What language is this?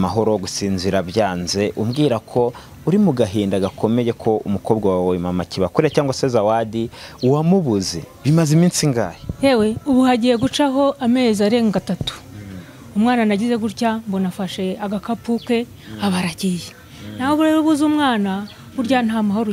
Kinyarwanda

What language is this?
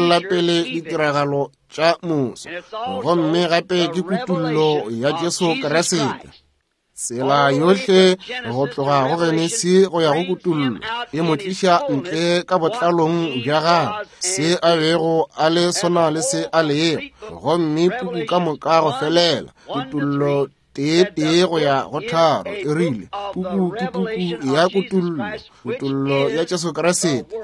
Northern Sotho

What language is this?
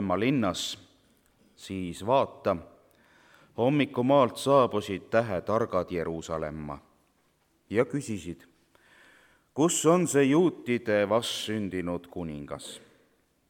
Estonian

